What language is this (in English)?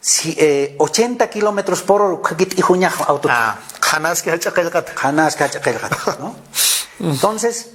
Aymara